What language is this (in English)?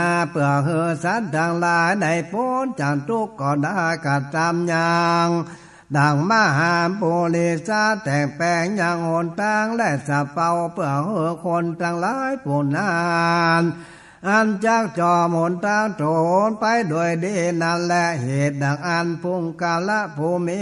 Northern Thai